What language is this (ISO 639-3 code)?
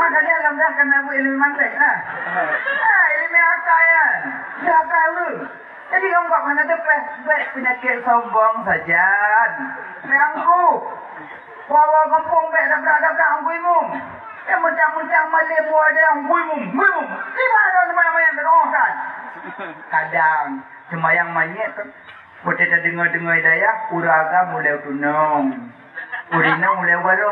ace